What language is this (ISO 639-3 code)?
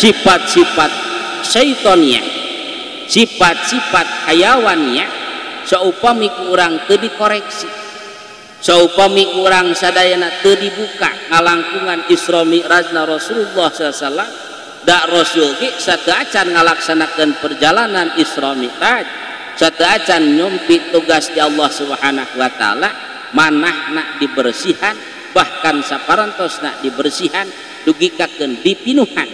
sun